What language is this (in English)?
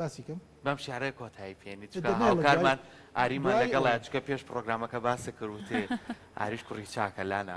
Central Kurdish